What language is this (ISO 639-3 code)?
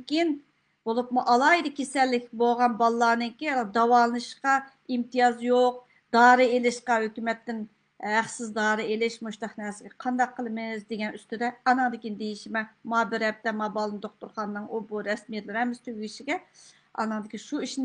uig